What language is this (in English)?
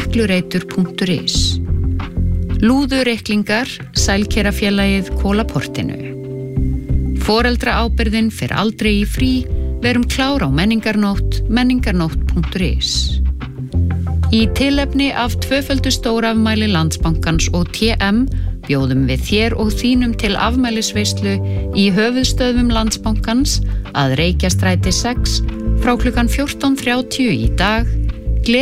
Icelandic